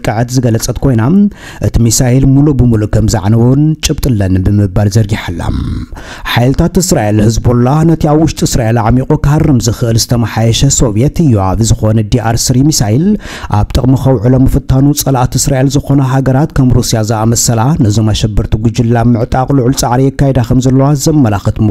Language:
Tigrinya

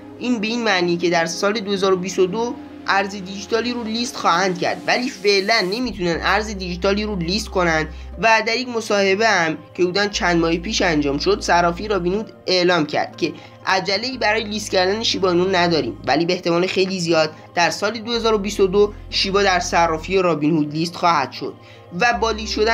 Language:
Persian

